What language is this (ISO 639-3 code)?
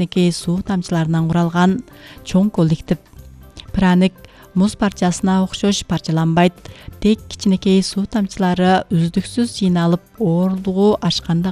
kir